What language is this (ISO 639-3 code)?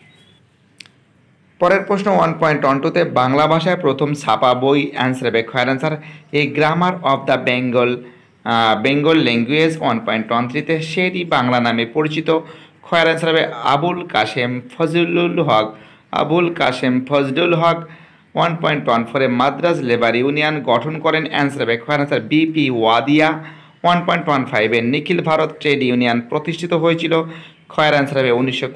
ben